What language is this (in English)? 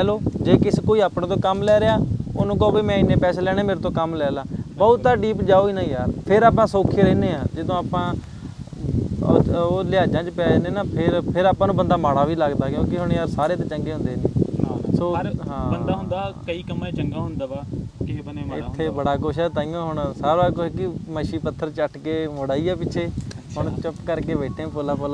Punjabi